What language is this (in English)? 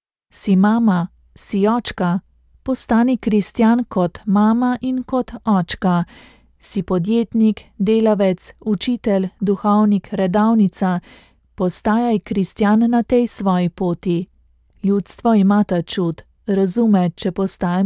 Slovenian